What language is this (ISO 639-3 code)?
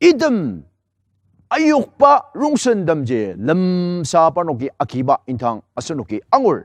njo